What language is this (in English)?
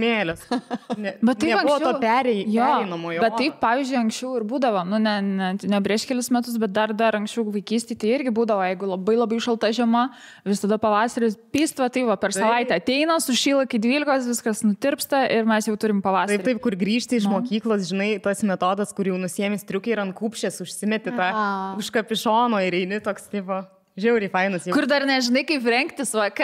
Lithuanian